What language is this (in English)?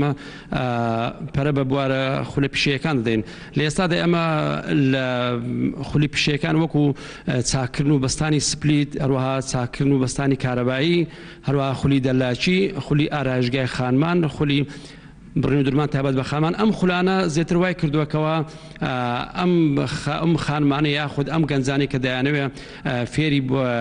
Central Kurdish